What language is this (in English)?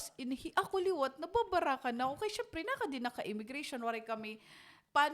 Waray